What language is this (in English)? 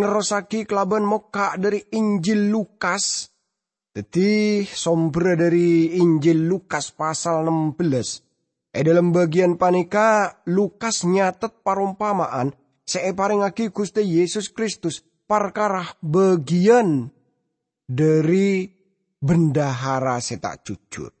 Madurese